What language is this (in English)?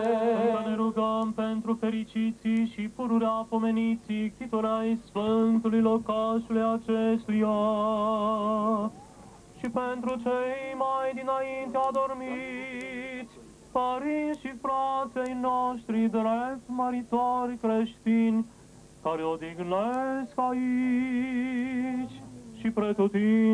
Romanian